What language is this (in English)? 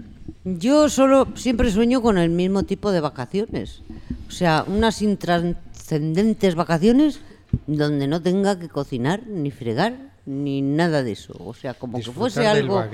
Spanish